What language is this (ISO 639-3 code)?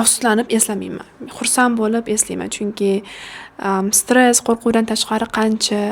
uzb